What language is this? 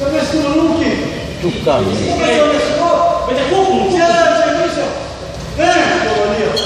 Ambonese Malay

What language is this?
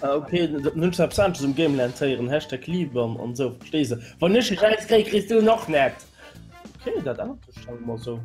Luxembourgish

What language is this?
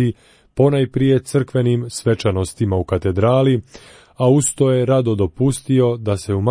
Croatian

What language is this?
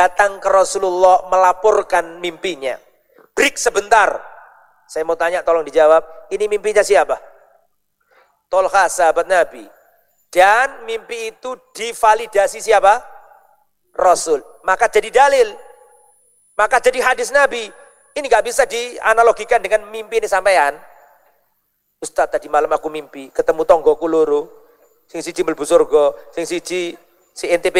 Indonesian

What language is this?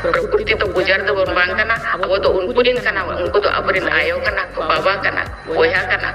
Santali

